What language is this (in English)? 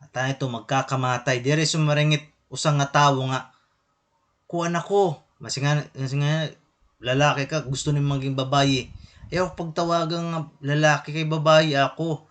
Waray